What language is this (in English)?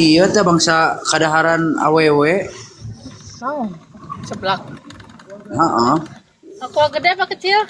Sundanese